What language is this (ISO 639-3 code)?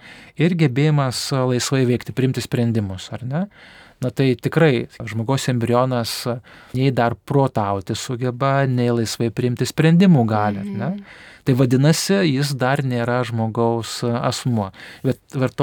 lit